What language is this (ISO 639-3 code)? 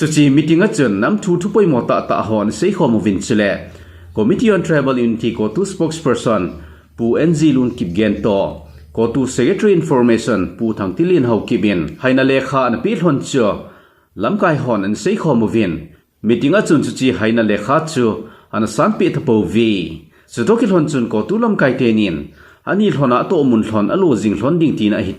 tcz